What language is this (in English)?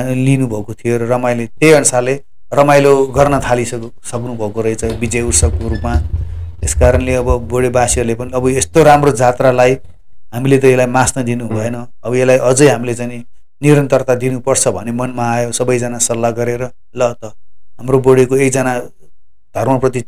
Nepali